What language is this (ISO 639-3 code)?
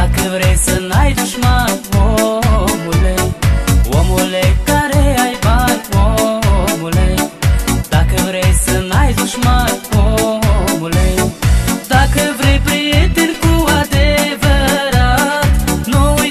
ron